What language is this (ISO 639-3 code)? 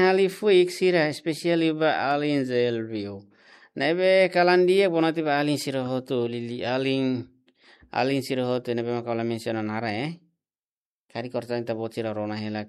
tet